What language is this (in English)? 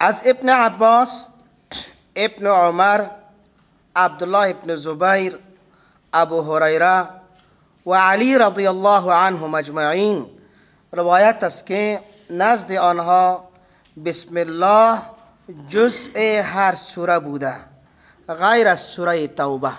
Persian